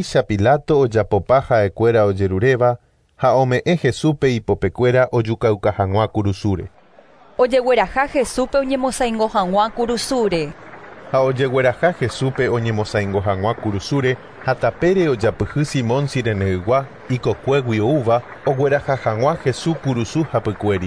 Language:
Guarani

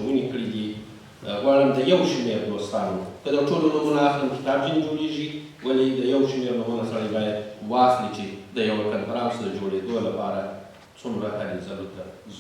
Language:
Pashto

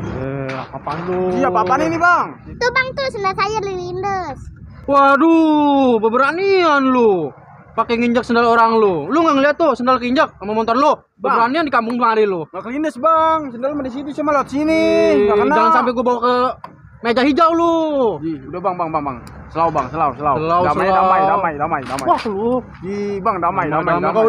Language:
Betawi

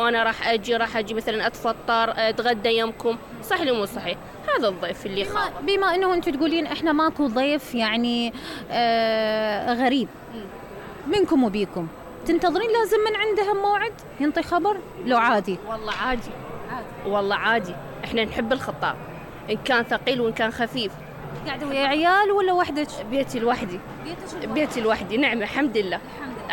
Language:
Mesopotamian Arabic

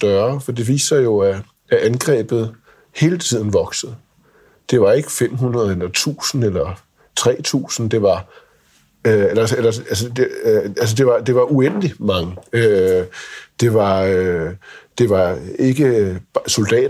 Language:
Danish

